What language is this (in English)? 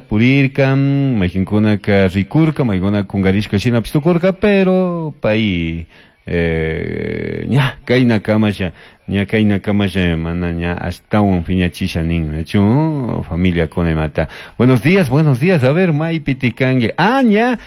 Chimborazo Highland Quichua